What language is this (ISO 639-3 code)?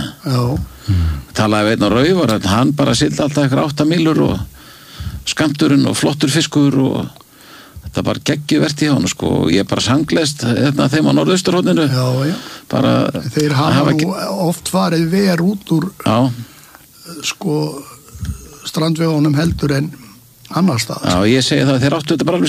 isl